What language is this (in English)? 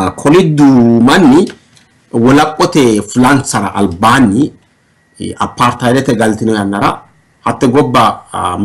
Sidamo